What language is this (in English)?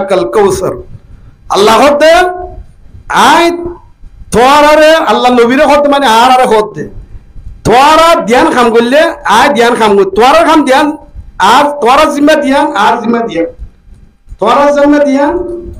Rohingya